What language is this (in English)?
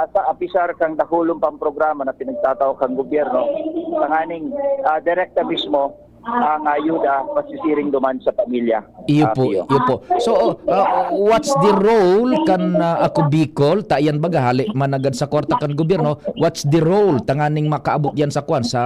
Bikol